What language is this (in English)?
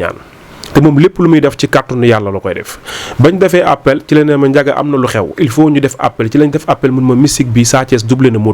Wolof